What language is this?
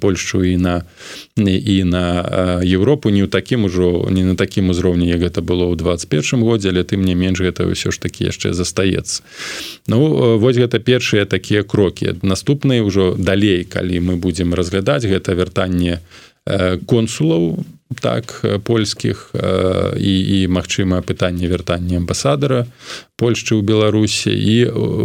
Belarusian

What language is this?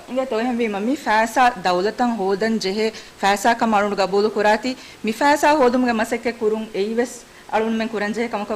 Divehi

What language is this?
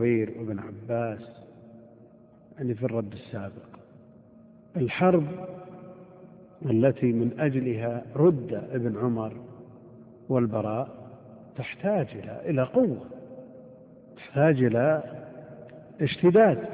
Arabic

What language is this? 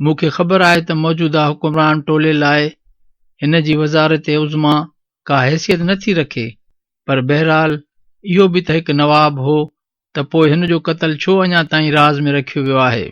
Sindhi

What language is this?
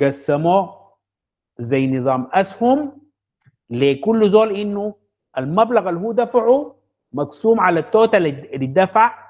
Sudanese Arabic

